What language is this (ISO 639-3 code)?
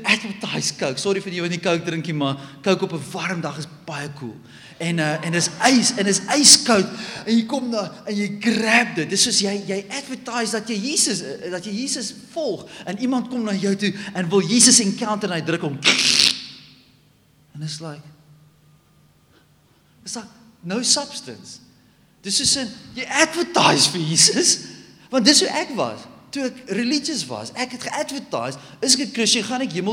afr